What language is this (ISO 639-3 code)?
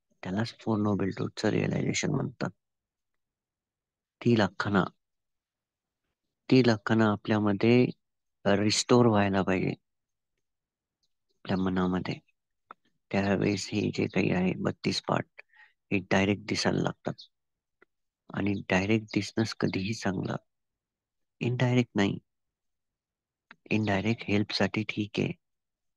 mar